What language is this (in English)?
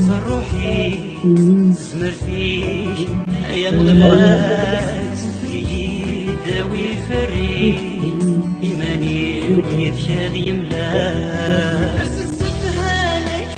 Kabyle